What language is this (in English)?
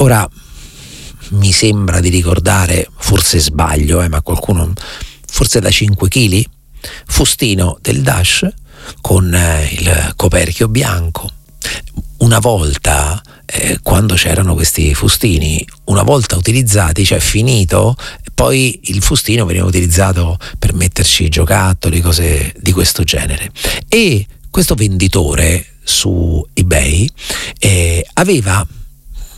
Italian